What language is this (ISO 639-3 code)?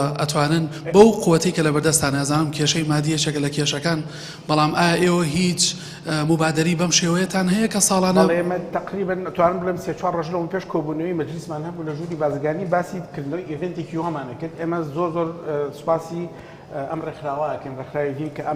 ckb